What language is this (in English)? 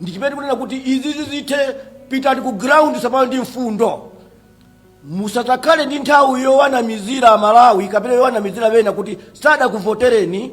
Nyanja